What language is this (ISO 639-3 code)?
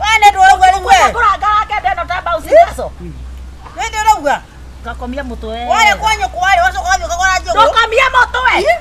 kik